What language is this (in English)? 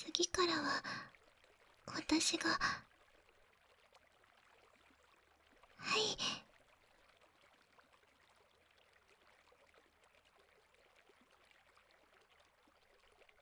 Japanese